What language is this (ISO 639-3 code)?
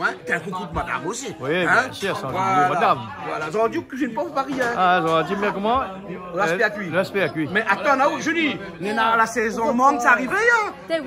rcf